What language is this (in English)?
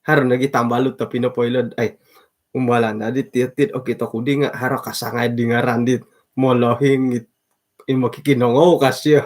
Central Dusun